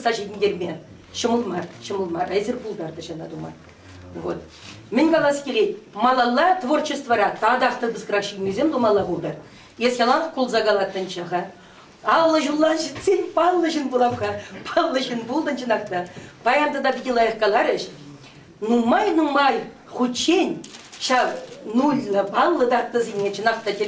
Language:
Chuvash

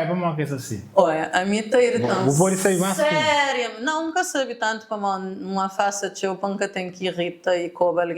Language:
Kabuverdianu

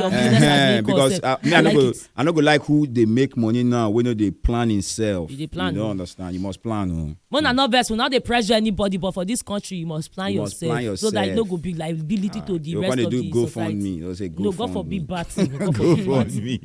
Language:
Nigerian Pidgin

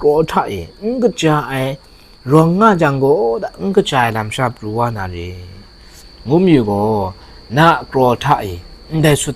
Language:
Kachin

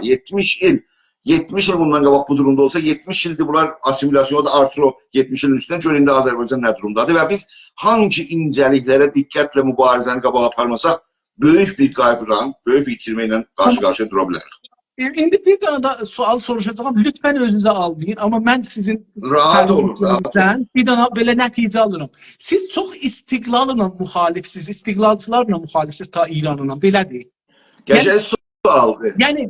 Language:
South Azerbaijani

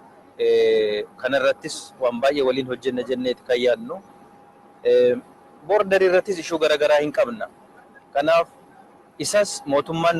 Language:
Oromo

